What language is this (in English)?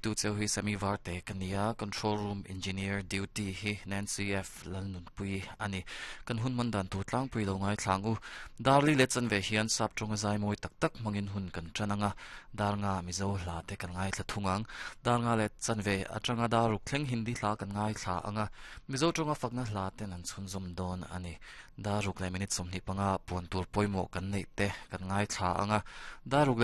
Mizo